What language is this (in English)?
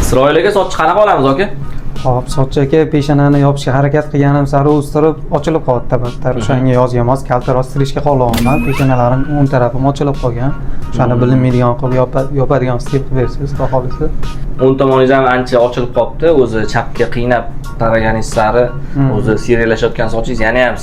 Uzbek